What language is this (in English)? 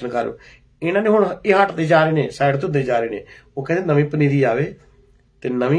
Punjabi